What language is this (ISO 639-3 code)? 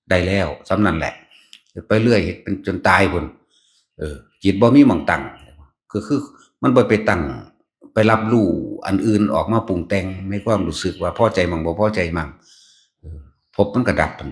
tts